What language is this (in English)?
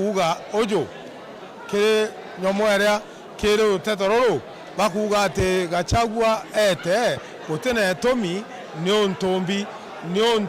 Meru